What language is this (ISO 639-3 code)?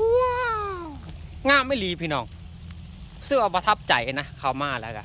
lao